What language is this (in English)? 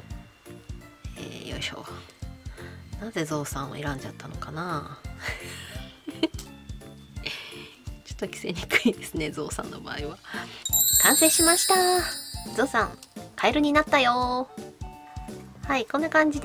Japanese